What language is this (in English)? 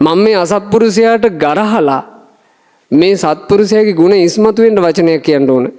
Sinhala